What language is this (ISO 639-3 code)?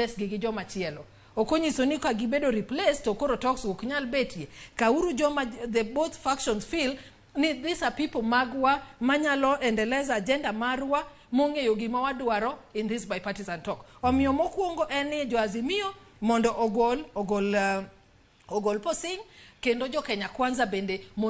luo